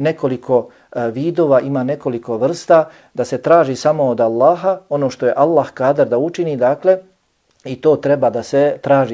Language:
Bosnian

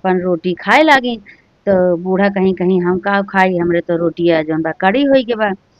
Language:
Awadhi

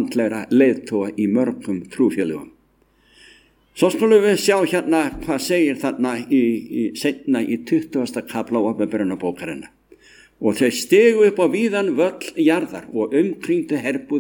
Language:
Icelandic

